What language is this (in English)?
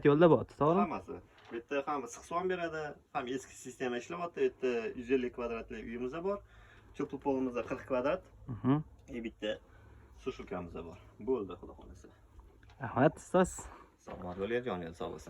Uzbek